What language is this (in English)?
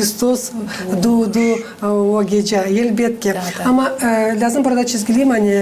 Gagauz